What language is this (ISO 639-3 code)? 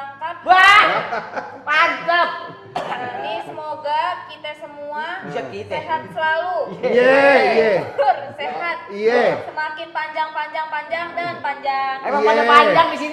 bew